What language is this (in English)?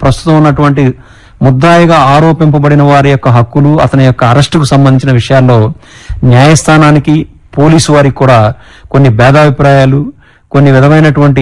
Telugu